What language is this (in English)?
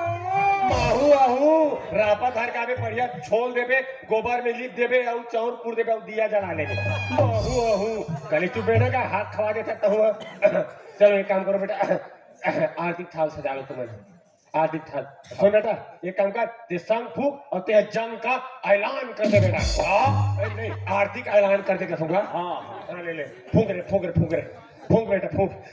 Chhattisgarhi